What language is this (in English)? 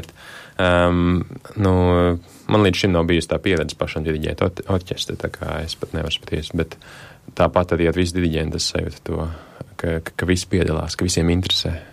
Latvian